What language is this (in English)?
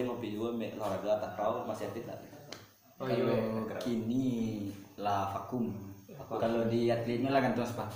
Minangkabau